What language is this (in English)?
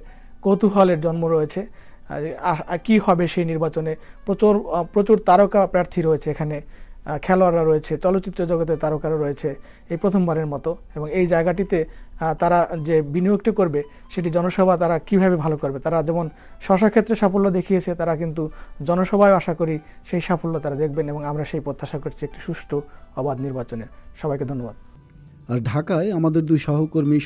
Bangla